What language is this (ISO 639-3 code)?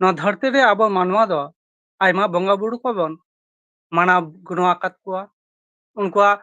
sat